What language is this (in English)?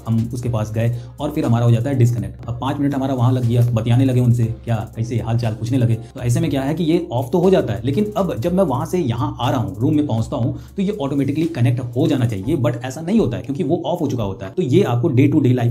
Hindi